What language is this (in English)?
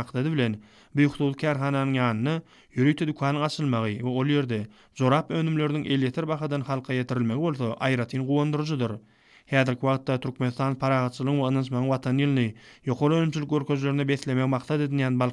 Turkmen